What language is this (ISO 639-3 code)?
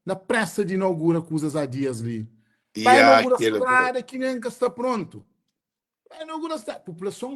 kea